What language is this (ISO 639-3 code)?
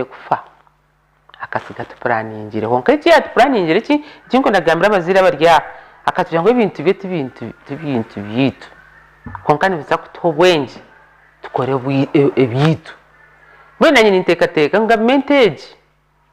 nyn